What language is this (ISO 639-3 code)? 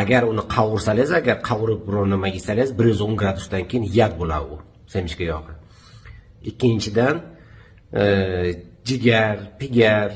uzb